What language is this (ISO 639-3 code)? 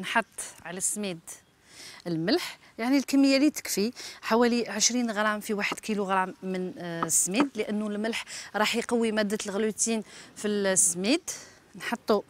arq